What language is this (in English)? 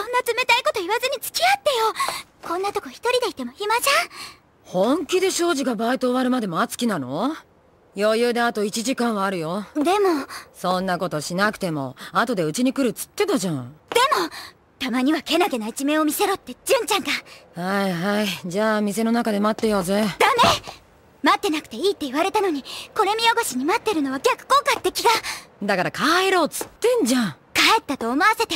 Japanese